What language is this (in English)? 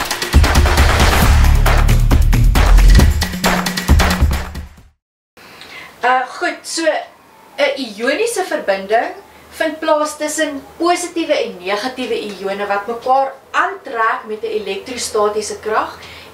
Afrikaans